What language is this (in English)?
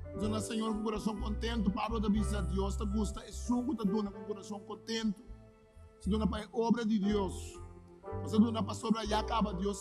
Papiamento